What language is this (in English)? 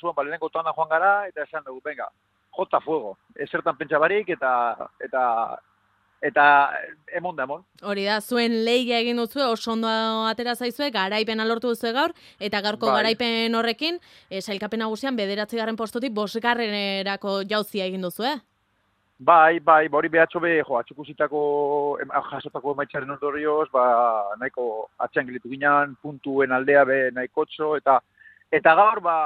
Basque